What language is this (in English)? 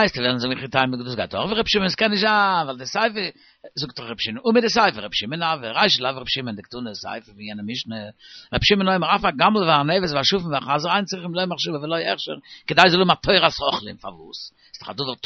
Yiddish